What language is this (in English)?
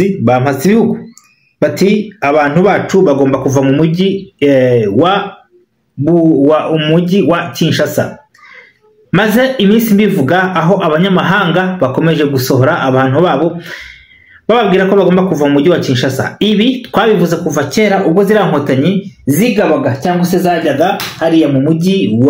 Kinyarwanda